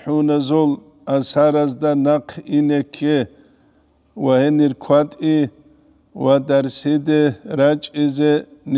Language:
Avaric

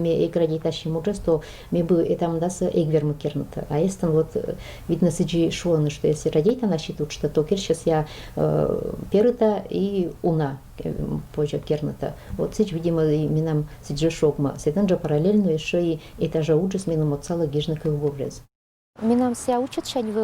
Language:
Komi-Permyak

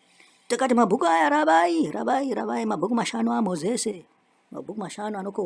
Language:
Shona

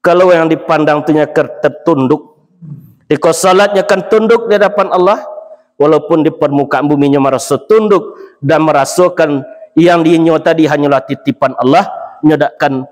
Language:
Minangkabau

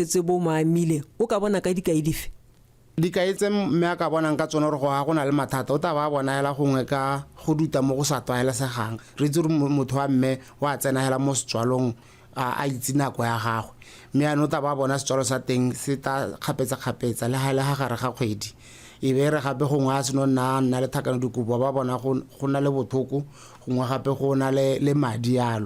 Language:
Tswana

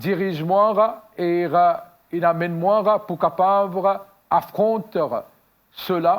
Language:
Morisyen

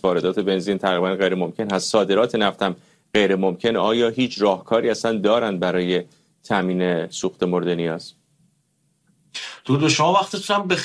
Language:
Persian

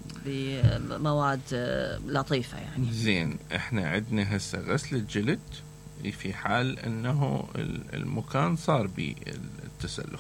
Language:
Mesopotamian Arabic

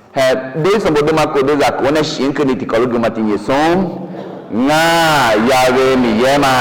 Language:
Akha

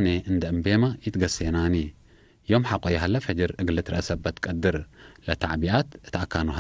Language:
Tigre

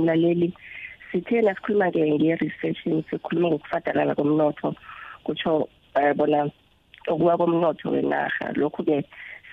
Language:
South Ndebele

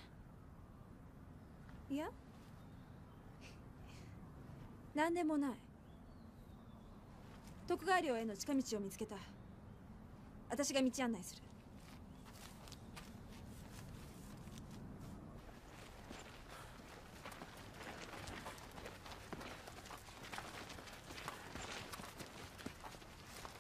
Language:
Japanese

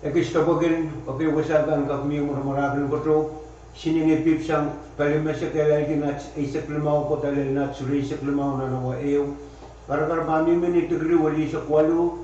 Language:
Pohnpeian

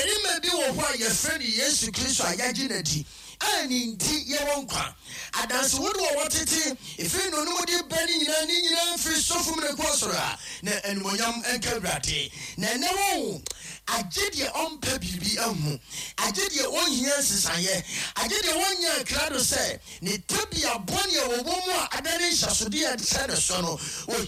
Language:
Akan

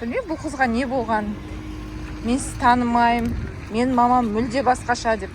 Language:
Kazakh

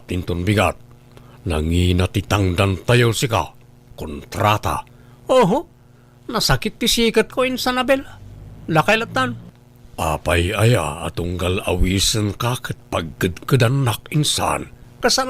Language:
Iloko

